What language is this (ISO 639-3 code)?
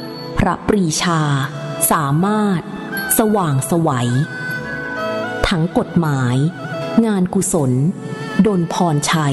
tha